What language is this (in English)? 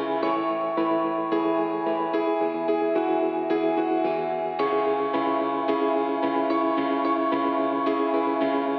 Sylheti